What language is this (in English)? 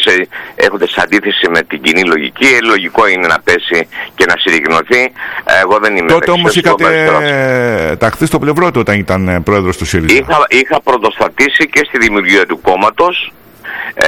Greek